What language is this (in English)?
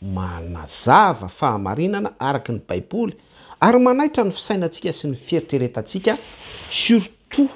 Malagasy